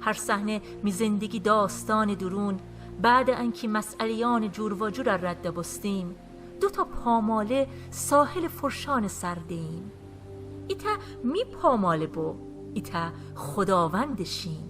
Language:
Gilaki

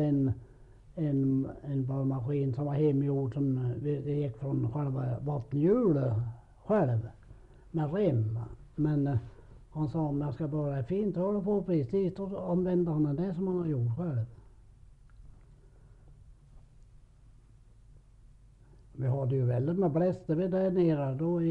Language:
Swedish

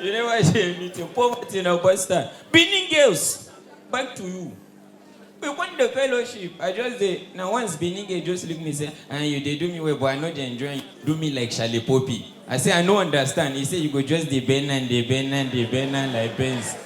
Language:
Nigerian Pidgin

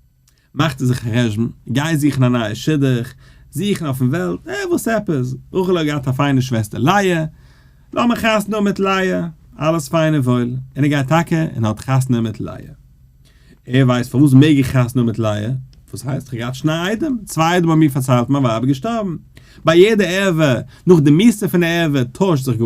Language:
Yiddish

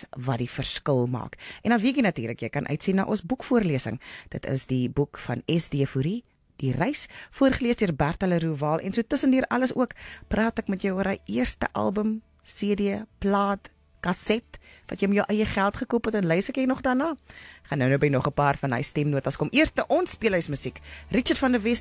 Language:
Afrikaans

